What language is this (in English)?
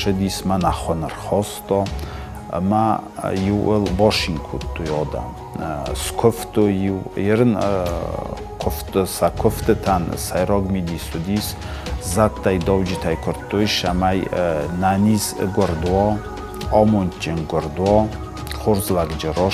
Ossetic